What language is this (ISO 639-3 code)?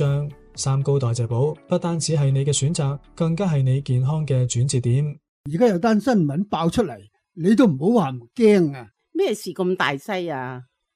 yue